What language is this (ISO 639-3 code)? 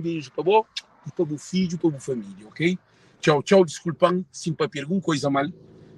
kea